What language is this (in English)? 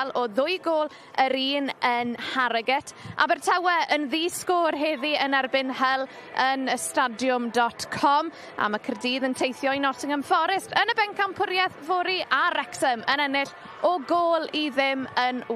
Welsh